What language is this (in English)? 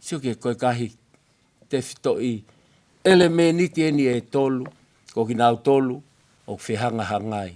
Tongan